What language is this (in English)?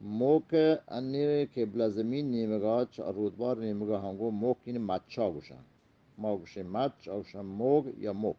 Eastern Balochi